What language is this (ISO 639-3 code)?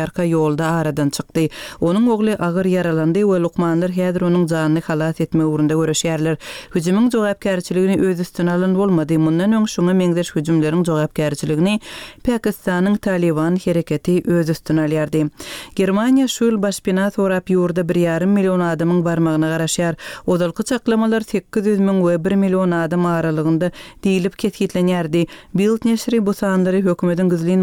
tuk